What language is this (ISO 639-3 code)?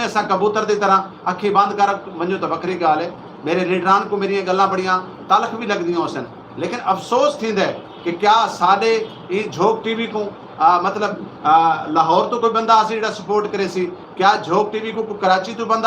skr